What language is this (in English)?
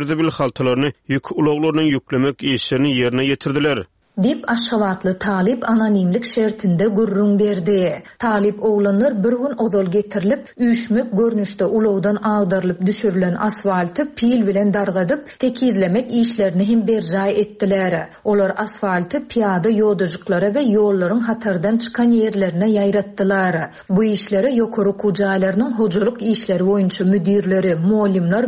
Turkmen